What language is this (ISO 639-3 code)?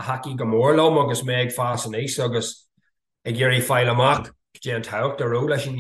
gle